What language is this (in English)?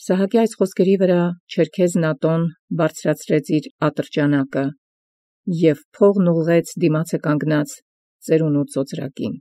Armenian